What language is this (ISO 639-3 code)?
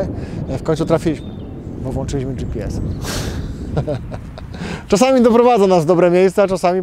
pol